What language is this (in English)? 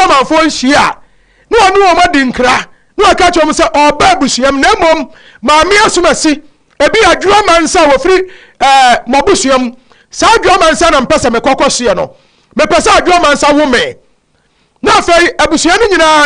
Akan